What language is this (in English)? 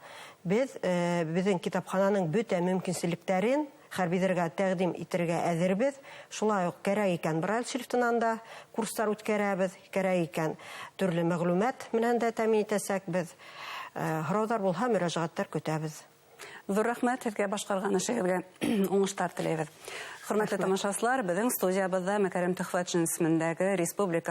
Bashkir